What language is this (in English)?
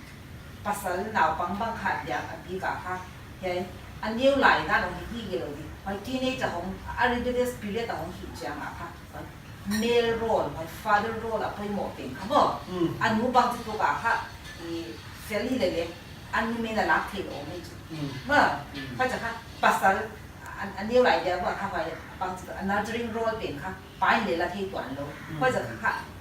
Paite Chin